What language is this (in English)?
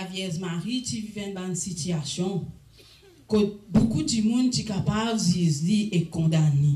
Morisyen